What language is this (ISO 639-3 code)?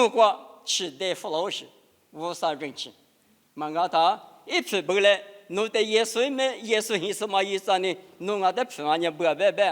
lis